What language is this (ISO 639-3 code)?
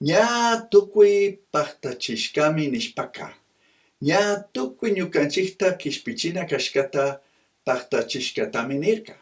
qug